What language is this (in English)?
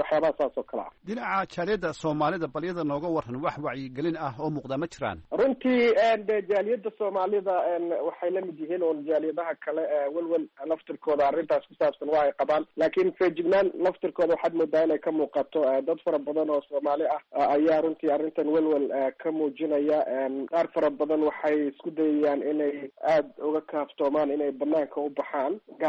Somali